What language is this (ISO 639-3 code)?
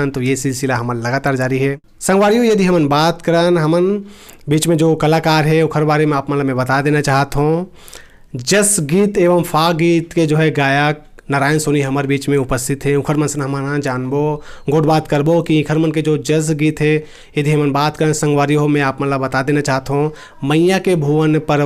hne